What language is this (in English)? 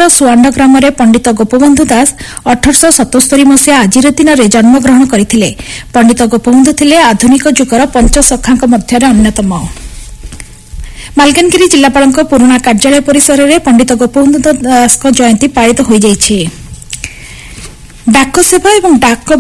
Odia